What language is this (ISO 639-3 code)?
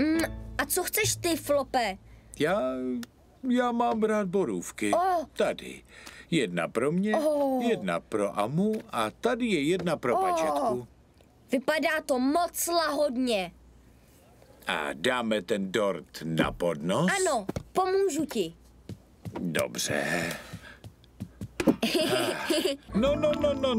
ces